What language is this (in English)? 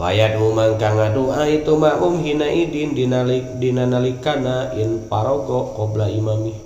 Sundanese